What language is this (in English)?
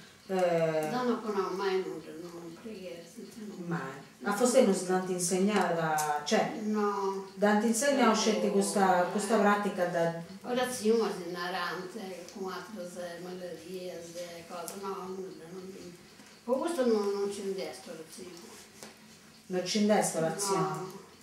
Sardinian